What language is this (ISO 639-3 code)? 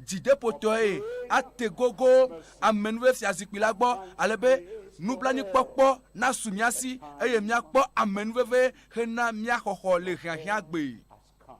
ewe